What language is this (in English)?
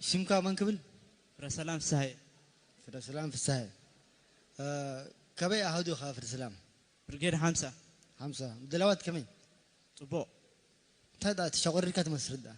Tigrinya